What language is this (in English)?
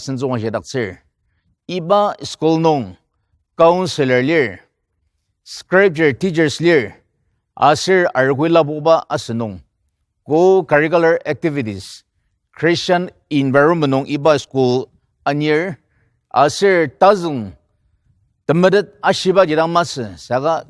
Ao Naga